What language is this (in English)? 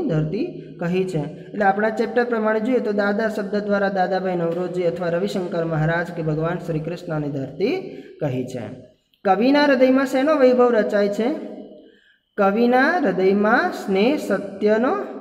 Gujarati